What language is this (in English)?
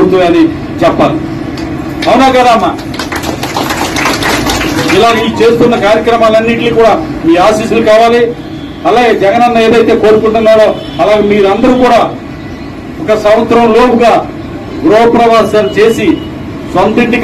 Telugu